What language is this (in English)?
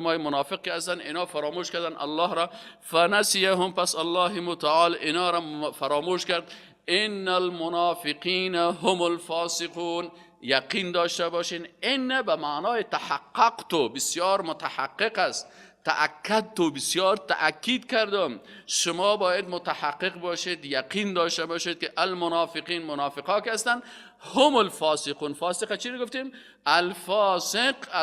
Persian